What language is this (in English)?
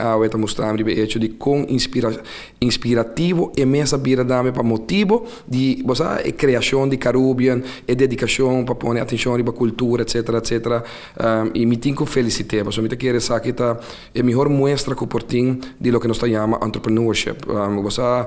Papiamento